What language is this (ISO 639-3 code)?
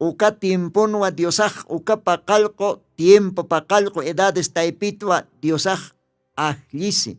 aym